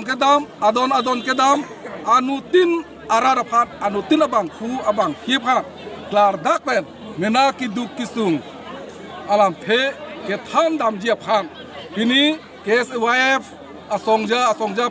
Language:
Karbi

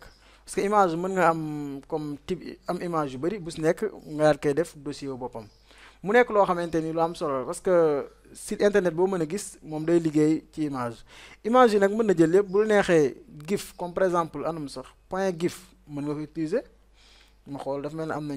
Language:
Wolof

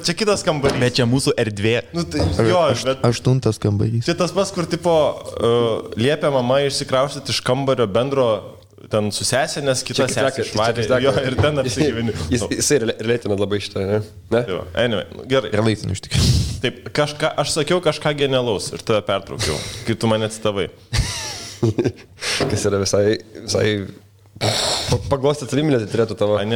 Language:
Lithuanian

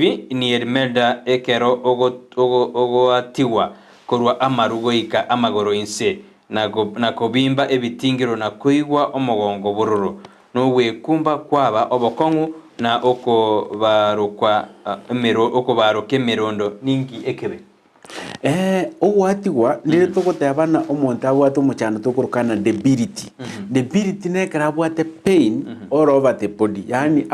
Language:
Gusii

